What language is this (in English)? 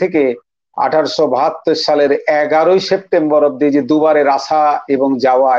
Bangla